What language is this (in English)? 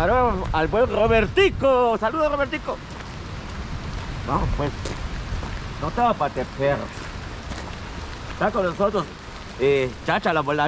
Spanish